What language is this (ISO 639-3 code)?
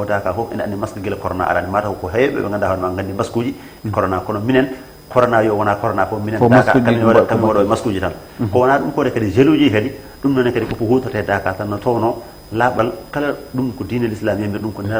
ful